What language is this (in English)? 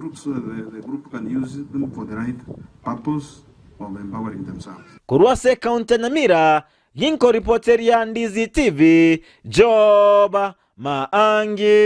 Gusii